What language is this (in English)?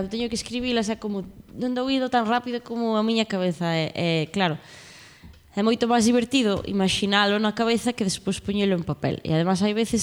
Galician